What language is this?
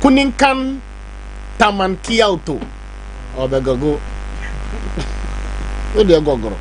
Akan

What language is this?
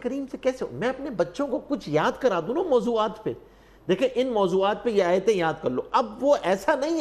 Urdu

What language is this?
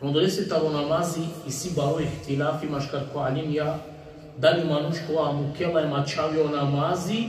Balkan Romani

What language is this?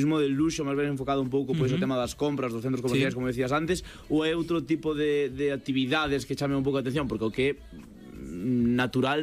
Galician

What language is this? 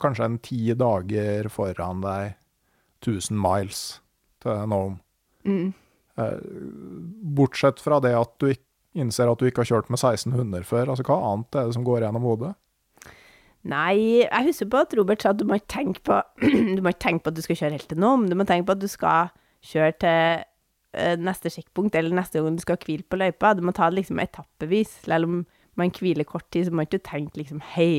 Norwegian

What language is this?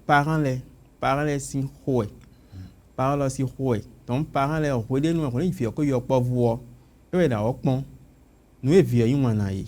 Fon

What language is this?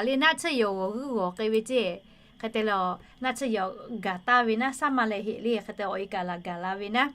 Lahu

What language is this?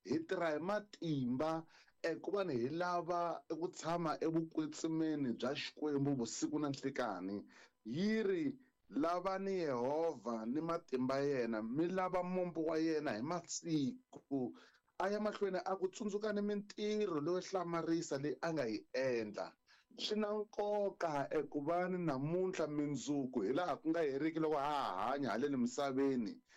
Tsonga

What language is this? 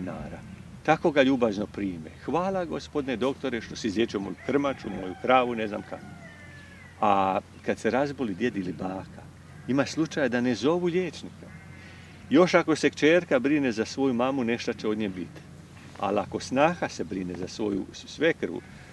Croatian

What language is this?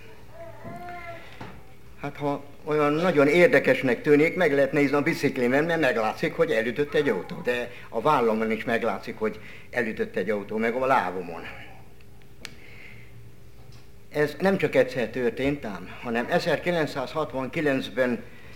Hungarian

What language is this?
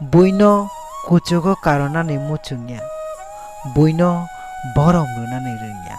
Kok Borok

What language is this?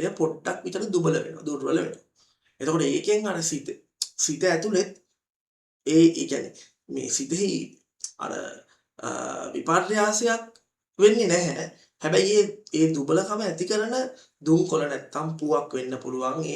Sinhala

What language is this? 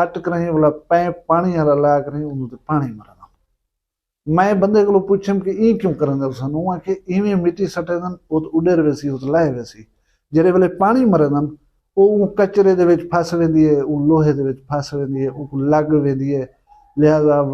Saraiki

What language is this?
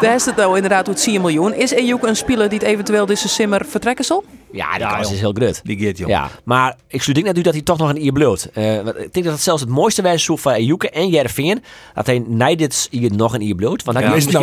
Western Frisian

